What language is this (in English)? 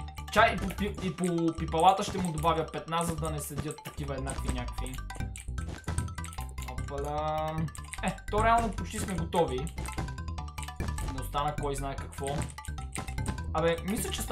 Bulgarian